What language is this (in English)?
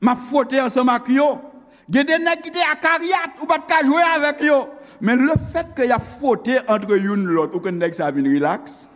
Haitian Creole